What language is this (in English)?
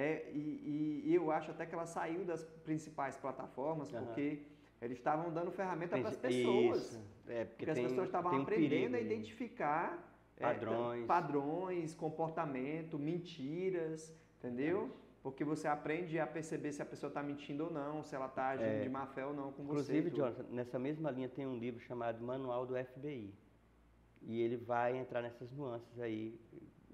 Portuguese